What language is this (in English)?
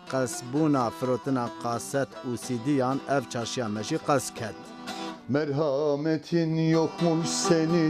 Kurdish